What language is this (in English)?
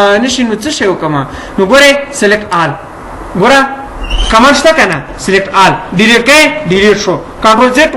Pashto